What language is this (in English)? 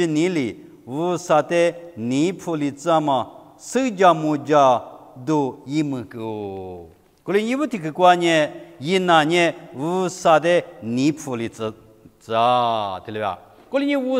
Lisu